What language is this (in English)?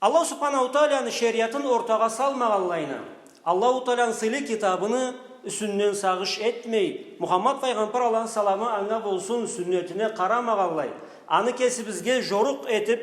Karachay-Balkar